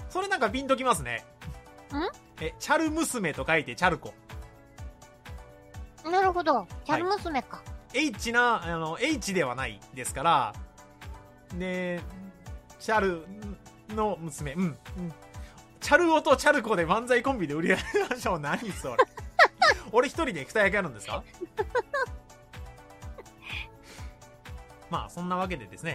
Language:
Japanese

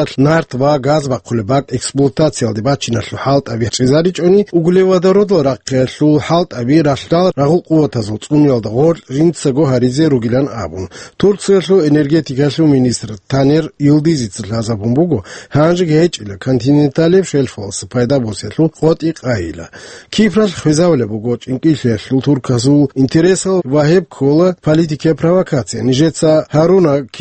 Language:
Avaric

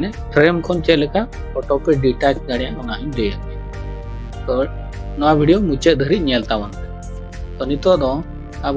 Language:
Santali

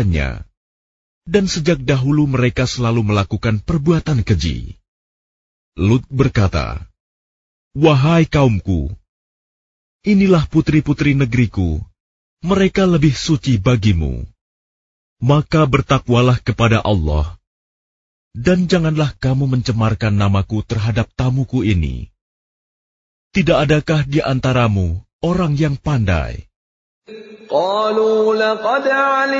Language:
Indonesian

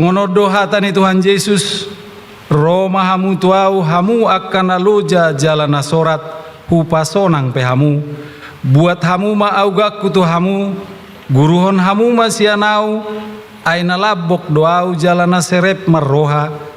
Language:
Batak Toba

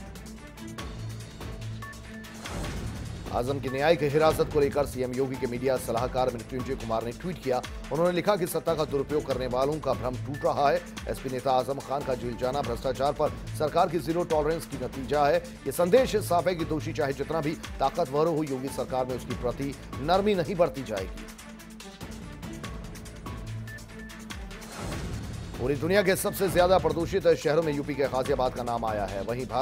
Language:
Hindi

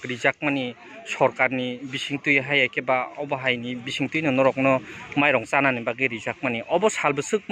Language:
Kok Borok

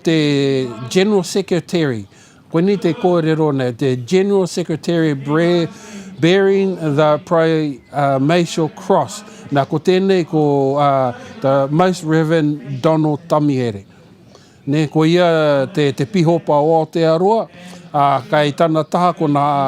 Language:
Māori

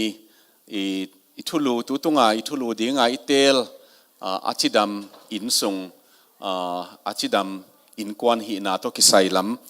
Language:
Tedim Chin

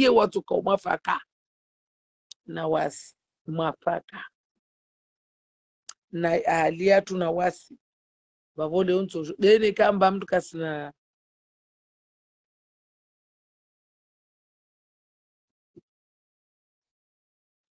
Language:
Swahili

